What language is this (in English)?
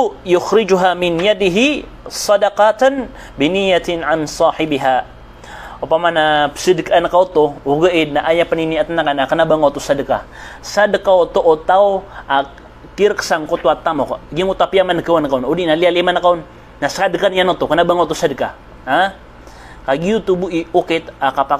Maranao